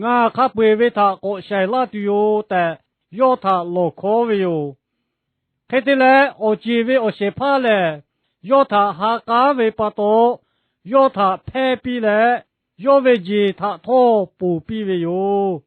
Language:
Lahu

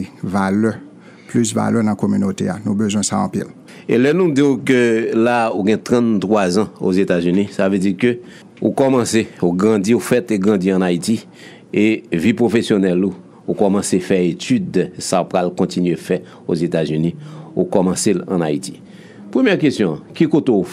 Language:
Haitian Creole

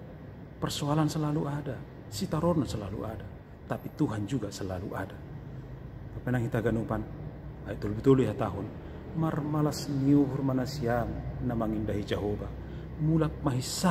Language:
Batak Simalungun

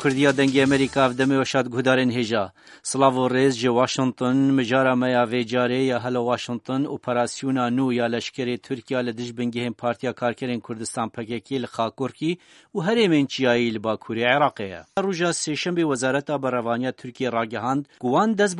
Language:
Kurdish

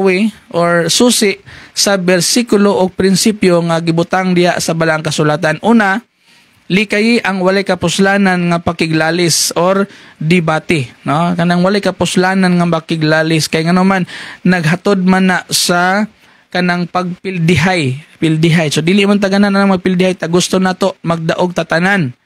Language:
Cebuano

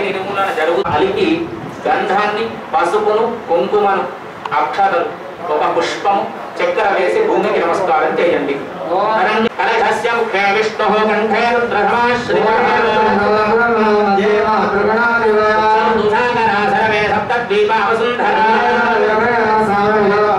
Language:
Telugu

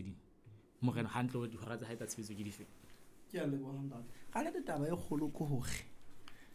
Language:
Southern Sotho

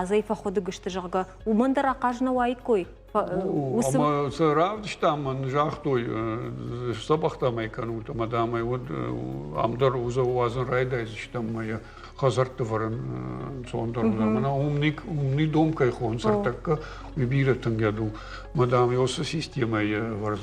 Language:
Ossetic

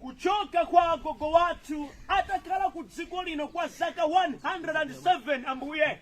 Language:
Nyanja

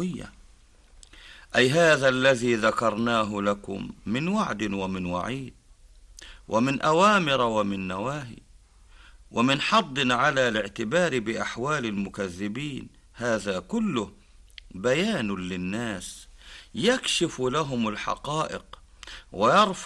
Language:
Arabic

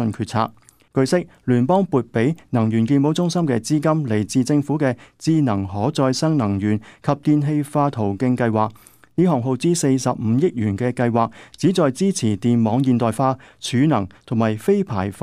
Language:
Cantonese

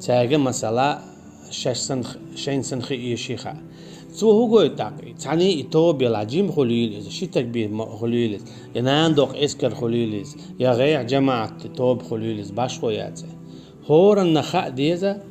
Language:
Chechen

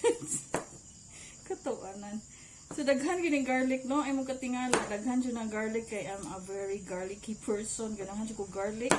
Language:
Cebuano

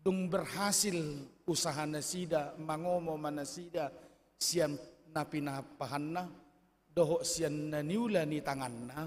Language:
Batak Toba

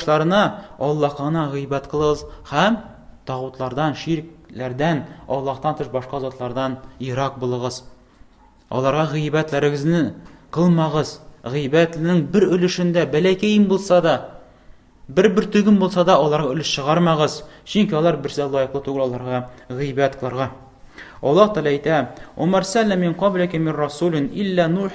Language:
Tatar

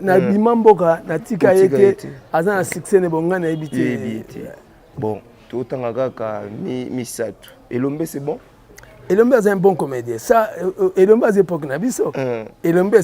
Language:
Lingala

